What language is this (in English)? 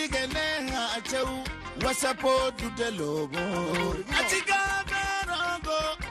Zarma